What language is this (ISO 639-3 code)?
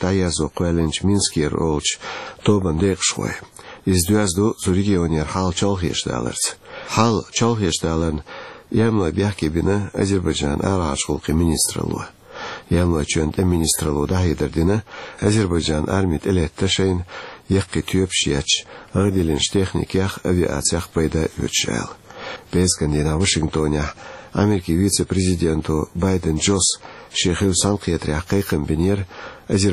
che